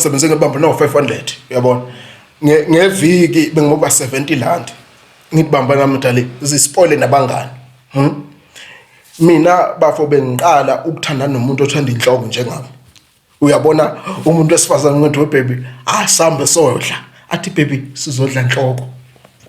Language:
Zulu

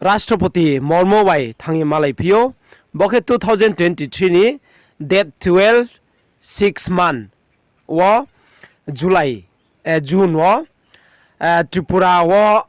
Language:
Riang (India)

